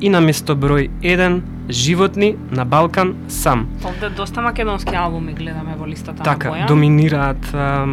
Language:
Macedonian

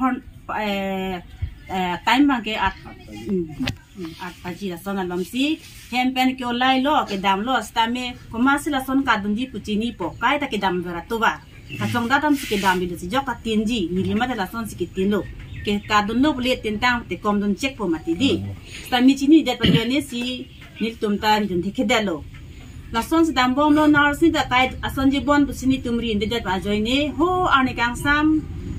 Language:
Karbi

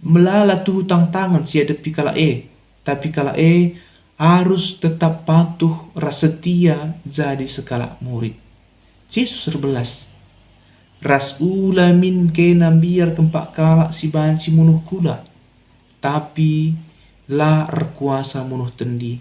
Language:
Batak Karo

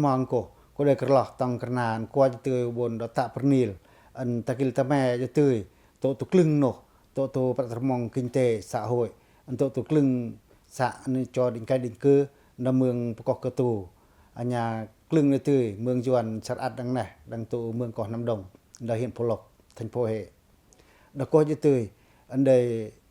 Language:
Pacoh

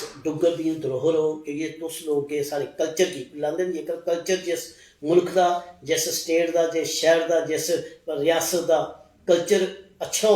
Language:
Dogri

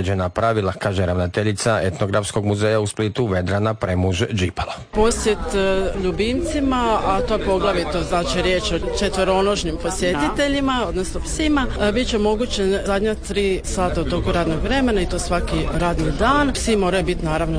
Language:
Croatian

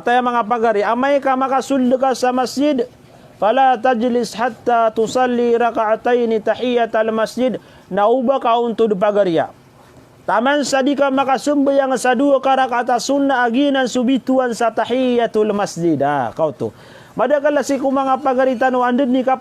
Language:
Maranao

